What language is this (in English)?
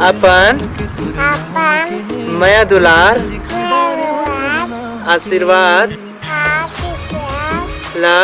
Chhattisgarhi